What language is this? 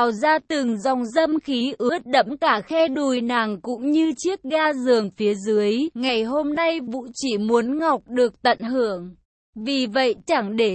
Vietnamese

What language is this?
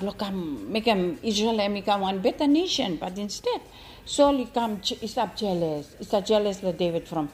Bislama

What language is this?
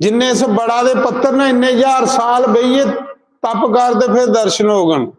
Dogri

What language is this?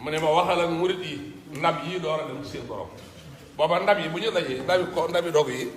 Wolof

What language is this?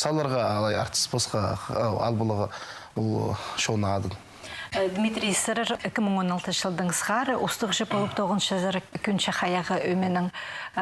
Khakas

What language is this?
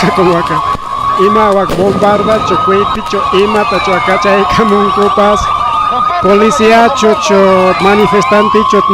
Ayacucho Quechua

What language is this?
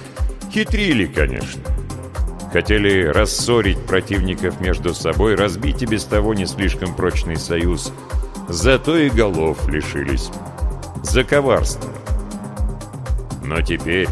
Russian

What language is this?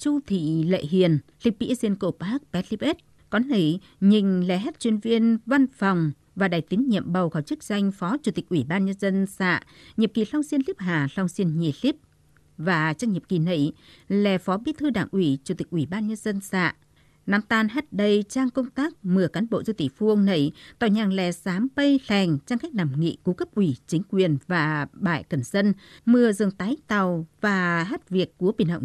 Tày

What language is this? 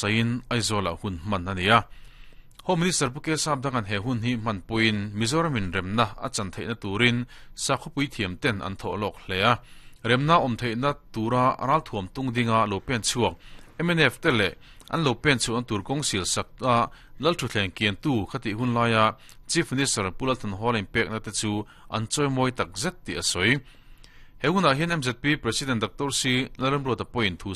Mizo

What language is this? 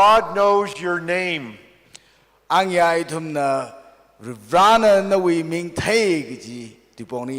Tangkhul Naga (India)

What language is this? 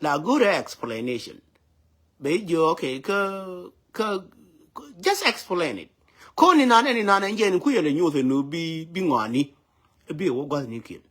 Nuer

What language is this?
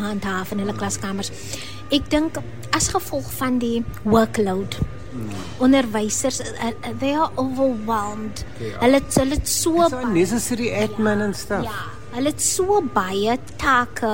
Afrikaans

